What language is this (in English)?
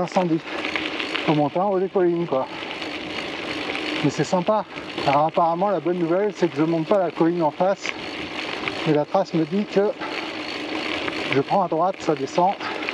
French